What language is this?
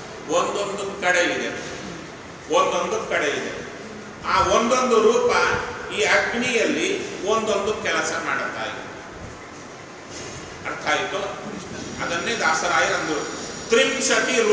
Kannada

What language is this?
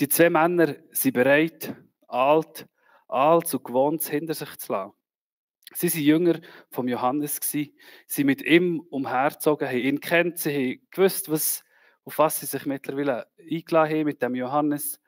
Swiss German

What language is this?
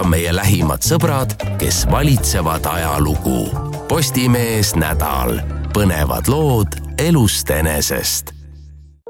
Estonian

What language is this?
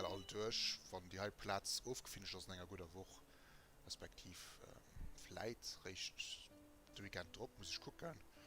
Luxembourgish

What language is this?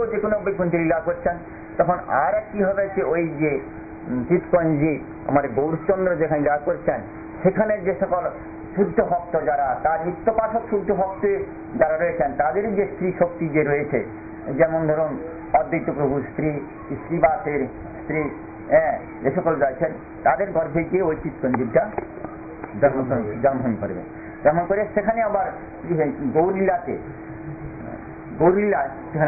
Bangla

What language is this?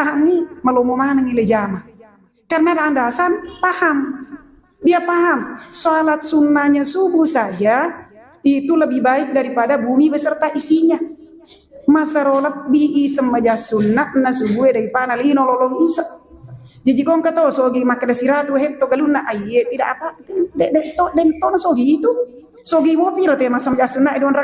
Buginese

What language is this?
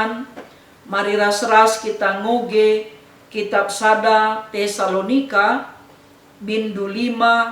Batak Karo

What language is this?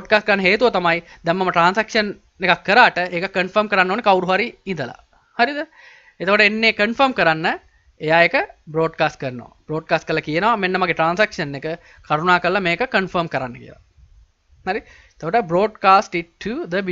Sinhala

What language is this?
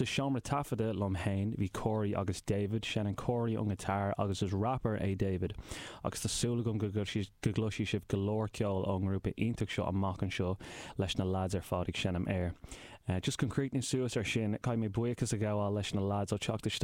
Irish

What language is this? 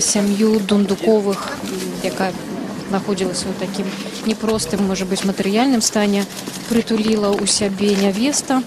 Belarusian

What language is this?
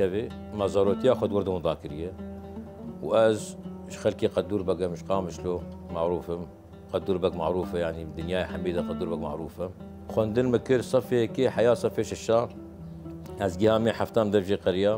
Kurdish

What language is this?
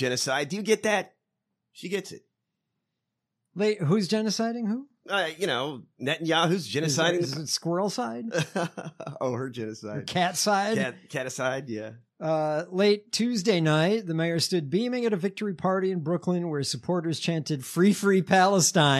English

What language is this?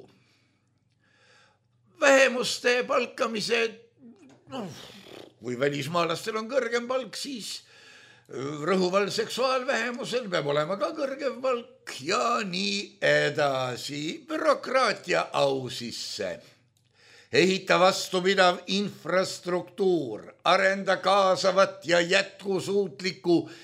Estonian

